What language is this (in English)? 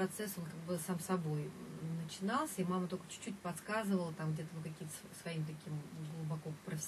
Russian